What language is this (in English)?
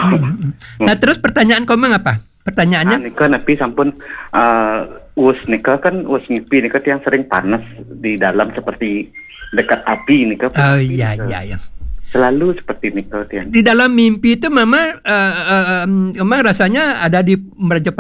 Balinese